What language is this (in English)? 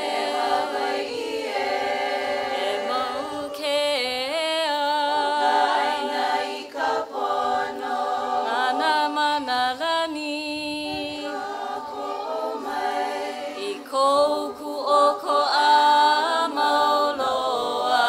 Hawaiian